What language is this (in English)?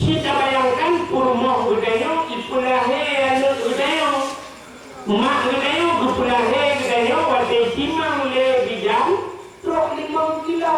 Achinese